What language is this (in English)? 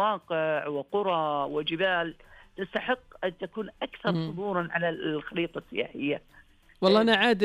Najdi Arabic